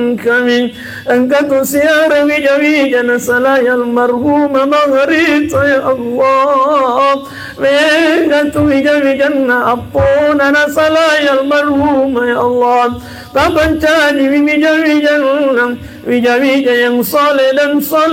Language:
Buginese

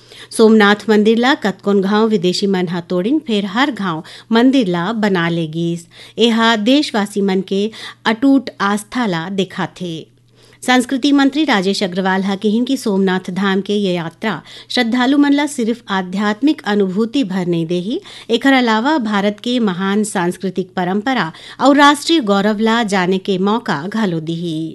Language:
Chhattisgarhi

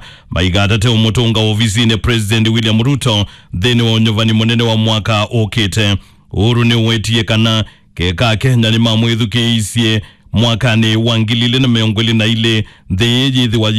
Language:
Kamba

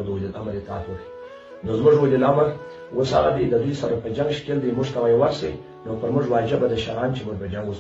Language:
Pashto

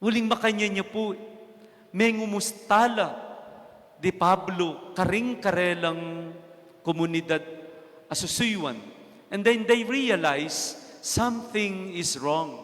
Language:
Pampanga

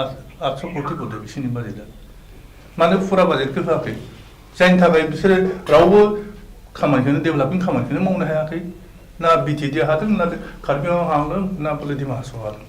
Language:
Bodo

